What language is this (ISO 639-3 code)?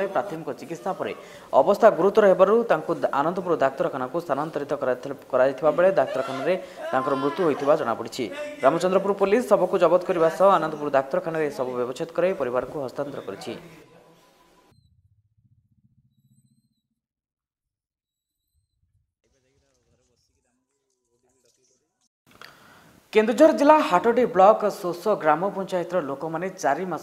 ori